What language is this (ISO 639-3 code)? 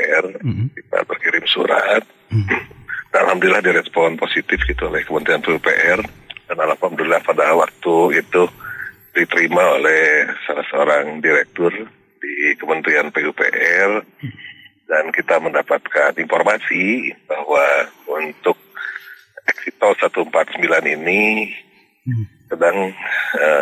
ind